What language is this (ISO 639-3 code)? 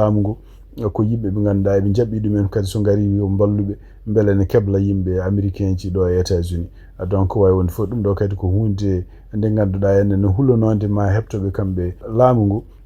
ful